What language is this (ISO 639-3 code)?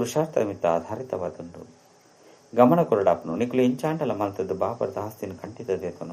tcy